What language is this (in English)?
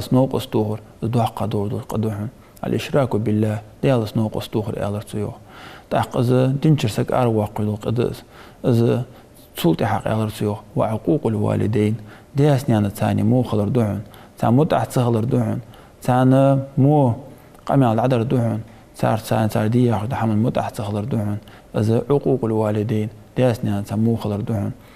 Ingush